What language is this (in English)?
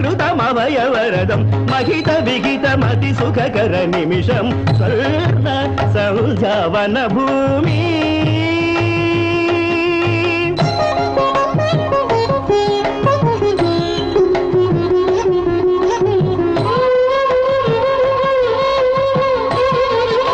Malayalam